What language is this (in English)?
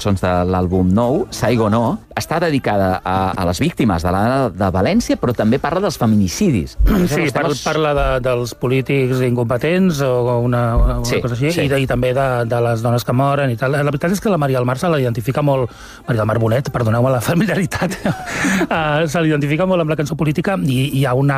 Catalan